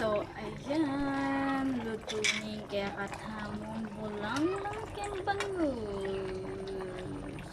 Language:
Pampanga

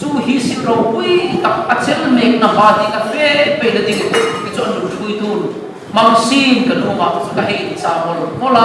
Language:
Hmar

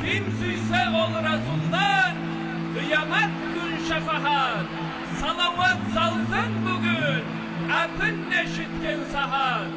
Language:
Kumyk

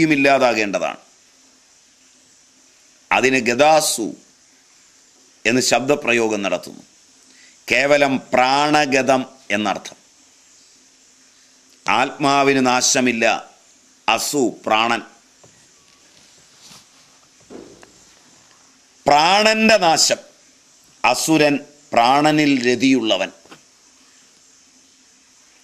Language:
Malayalam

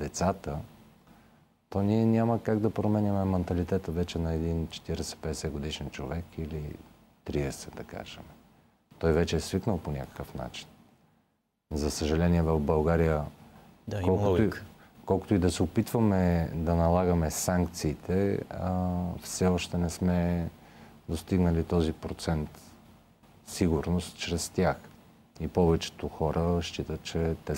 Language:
Bulgarian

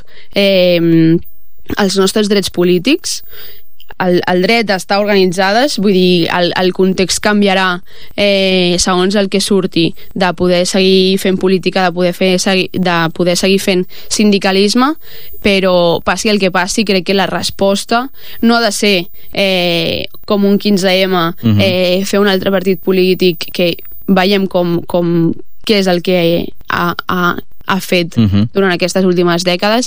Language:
Catalan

